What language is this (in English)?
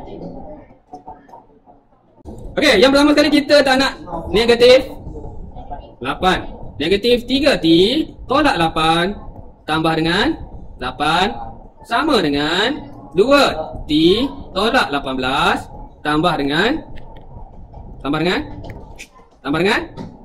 Malay